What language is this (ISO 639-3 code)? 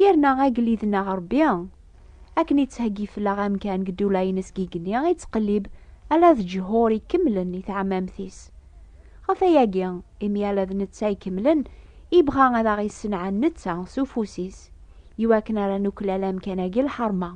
kab